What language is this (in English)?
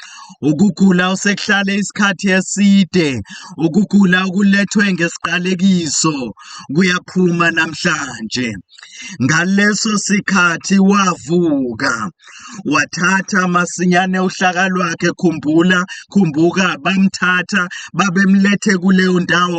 Zulu